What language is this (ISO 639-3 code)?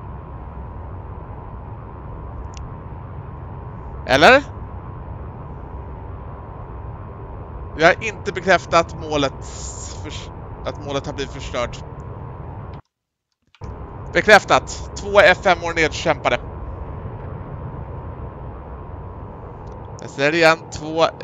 swe